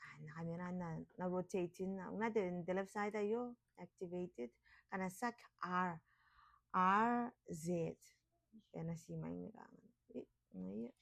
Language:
Gilbertese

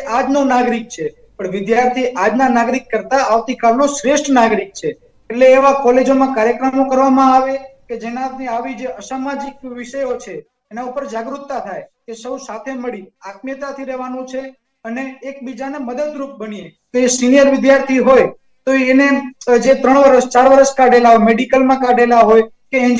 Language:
Gujarati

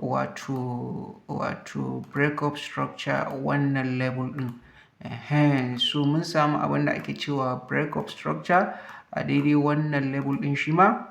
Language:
Hausa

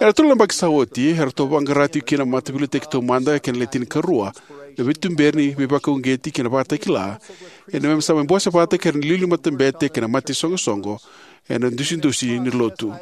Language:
Fijian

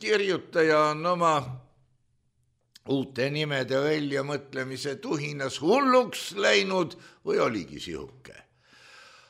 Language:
Estonian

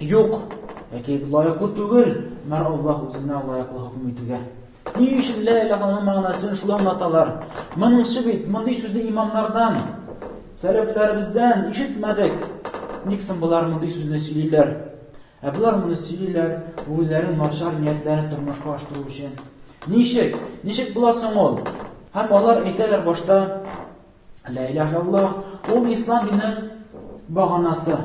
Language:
Tatar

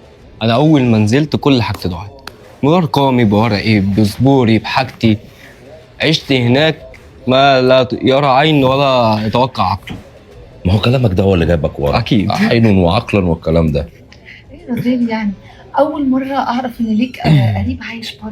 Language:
Egyptian Arabic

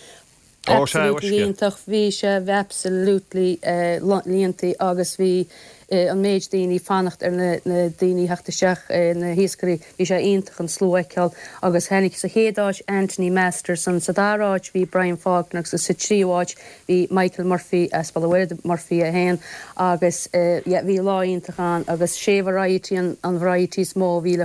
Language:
Irish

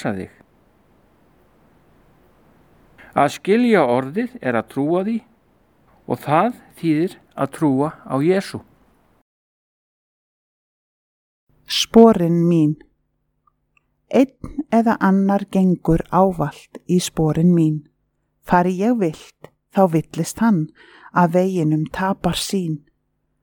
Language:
Icelandic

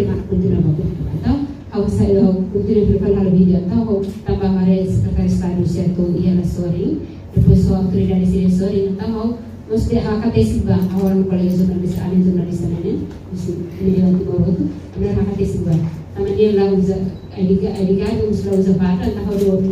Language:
Tetum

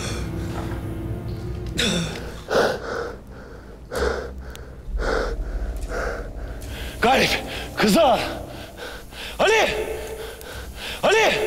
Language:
Turkish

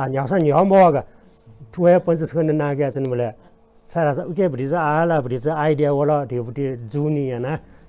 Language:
Newari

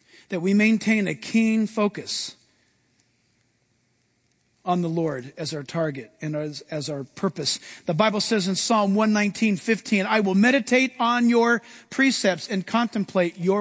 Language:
English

